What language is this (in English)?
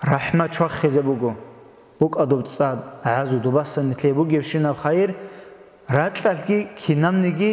Avaric